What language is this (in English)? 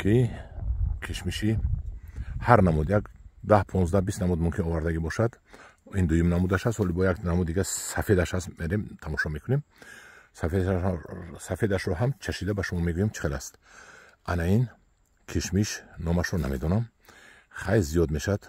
Tajik